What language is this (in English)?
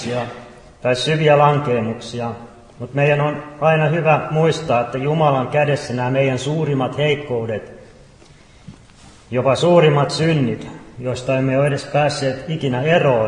Finnish